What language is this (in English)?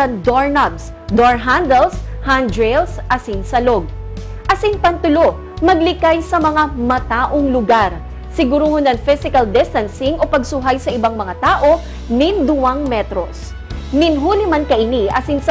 Bikol